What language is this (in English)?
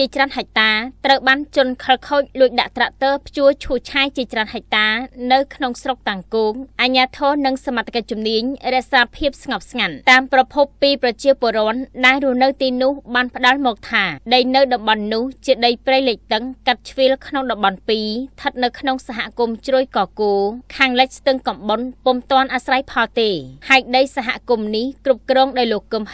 Khmer